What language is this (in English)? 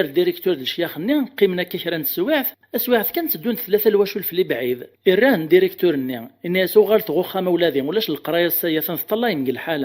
Kabyle